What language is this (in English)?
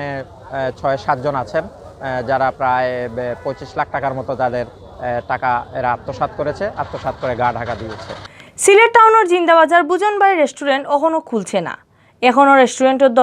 Sylheti